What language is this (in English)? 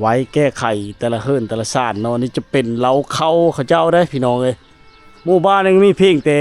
Lao